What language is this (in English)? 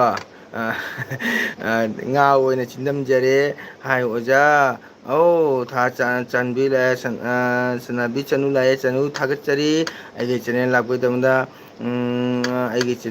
Manipuri